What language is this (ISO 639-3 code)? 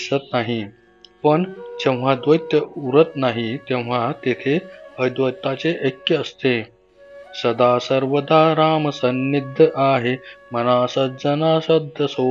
mar